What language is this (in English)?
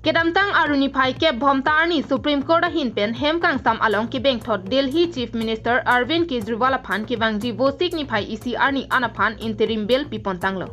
Karbi